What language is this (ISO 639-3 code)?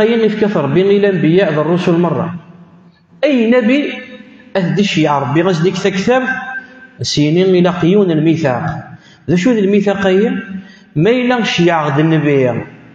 kab